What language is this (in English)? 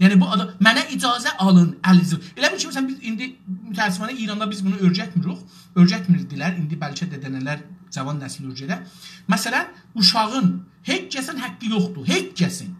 South Azerbaijani